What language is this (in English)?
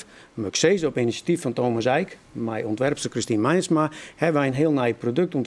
Western Frisian